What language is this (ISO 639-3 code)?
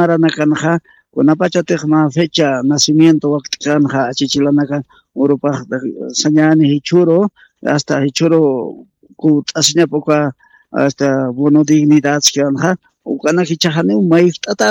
aym